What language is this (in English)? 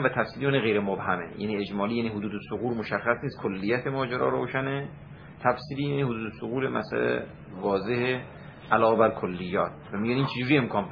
Persian